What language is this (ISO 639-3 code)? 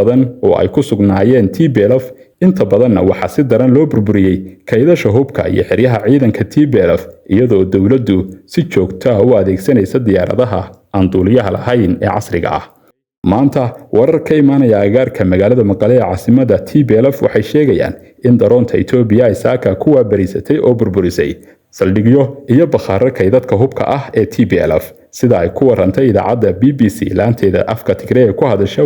som